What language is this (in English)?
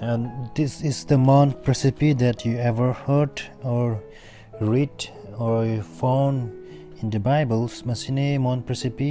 Manipuri